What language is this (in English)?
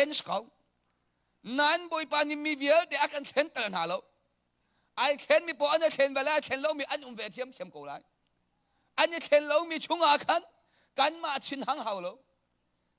Hakha Chin